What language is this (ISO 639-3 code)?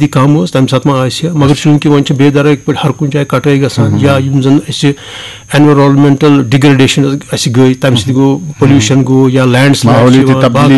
kas